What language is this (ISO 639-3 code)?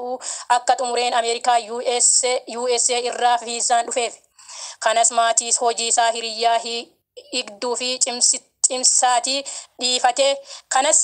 orm